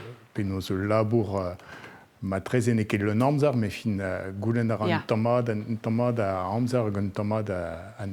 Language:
Breton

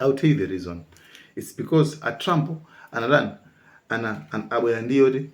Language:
Nyanja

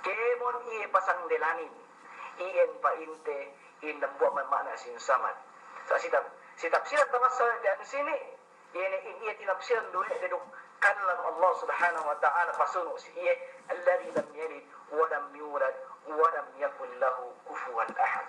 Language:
Yakan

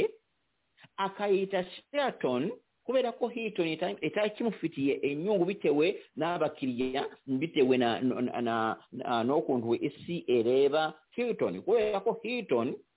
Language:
Kinyarwanda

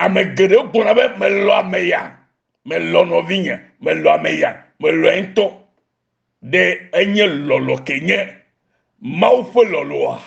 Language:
Ewe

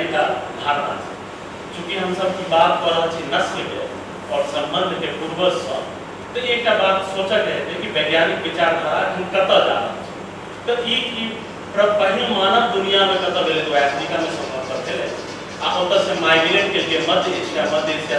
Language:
Maithili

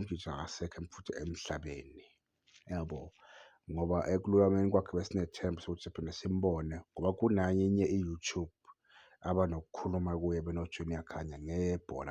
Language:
Zulu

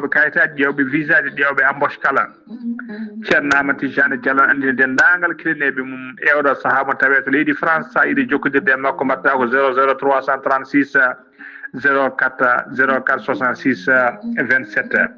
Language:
Fula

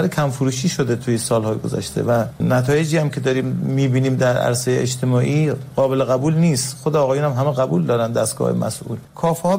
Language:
Persian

